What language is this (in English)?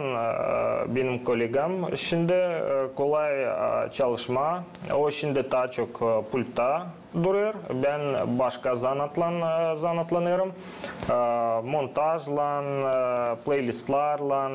Gagauz